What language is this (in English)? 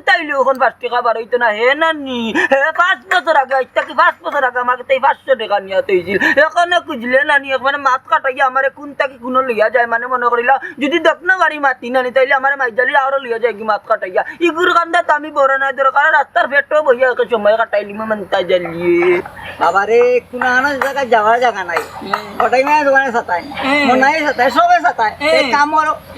Sylheti